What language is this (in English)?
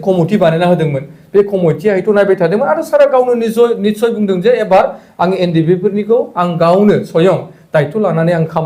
Bodo